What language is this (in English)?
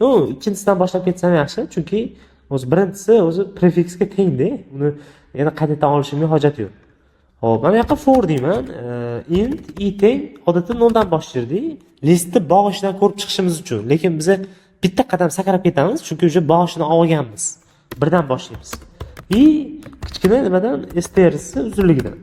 Uzbek